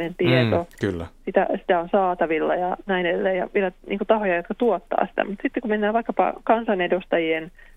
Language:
Finnish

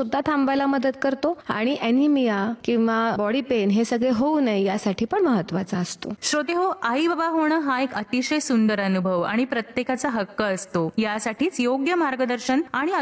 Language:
Marathi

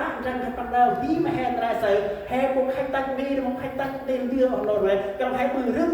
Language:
Central Mnong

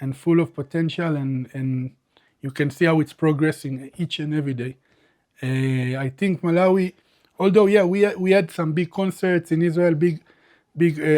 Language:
English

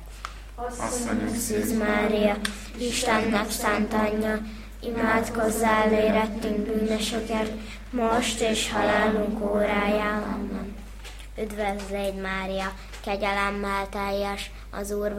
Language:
Hungarian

